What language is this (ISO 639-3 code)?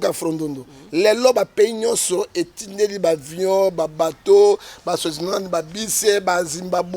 lin